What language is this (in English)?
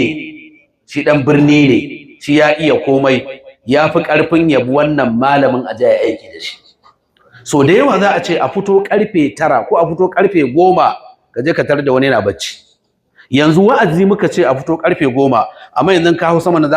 Hausa